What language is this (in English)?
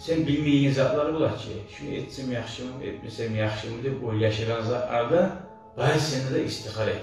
Kumyk